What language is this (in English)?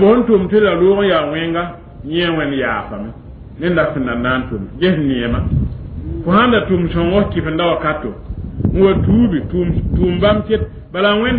Mossi